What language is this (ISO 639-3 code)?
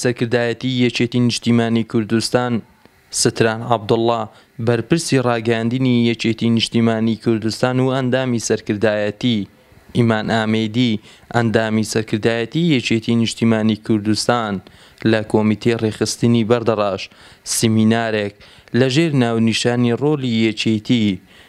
ckb